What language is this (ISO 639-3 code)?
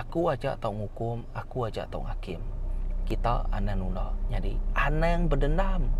iba